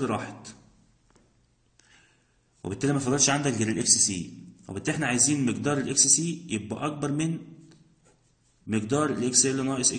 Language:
Egyptian Arabic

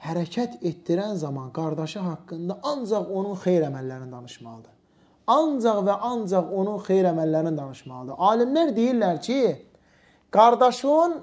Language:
Azerbaijani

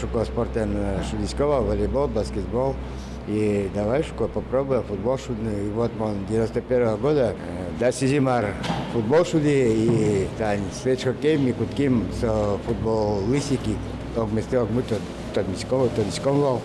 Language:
Udmurt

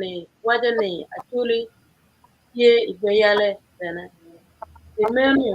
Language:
Acoli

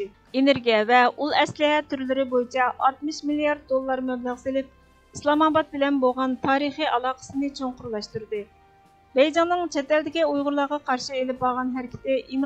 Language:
Uyghur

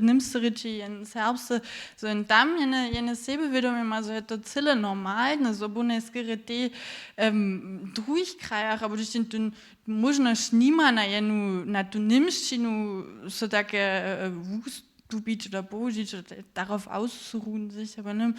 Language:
Upper Sorbian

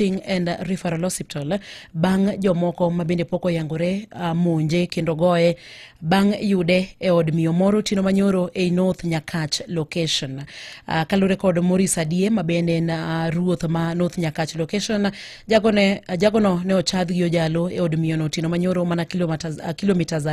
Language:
Luo (Kenya and Tanzania)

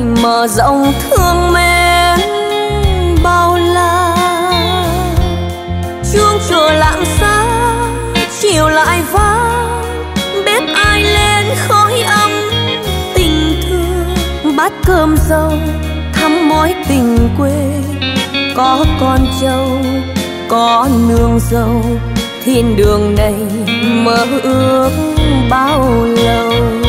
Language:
Vietnamese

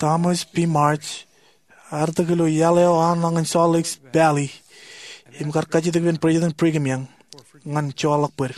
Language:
Marshallese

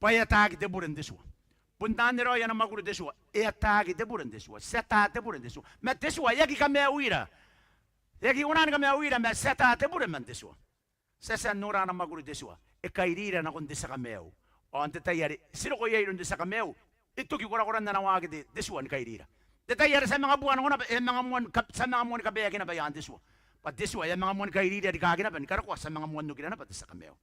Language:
Gilbertese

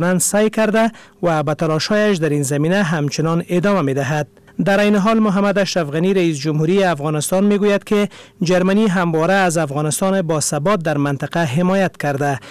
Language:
Persian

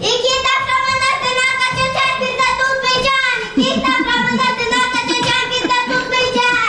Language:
Gagauz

